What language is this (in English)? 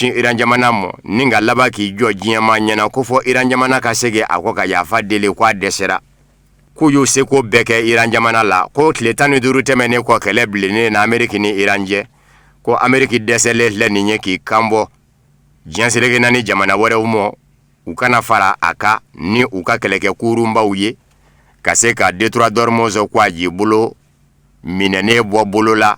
Bambara